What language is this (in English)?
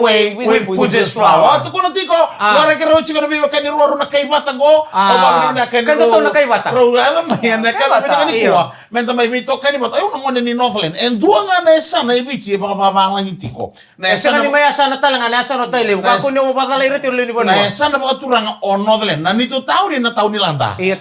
Fijian